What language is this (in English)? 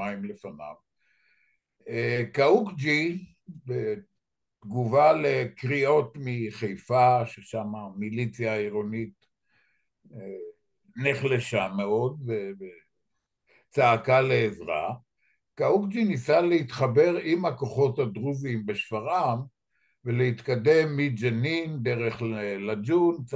Hebrew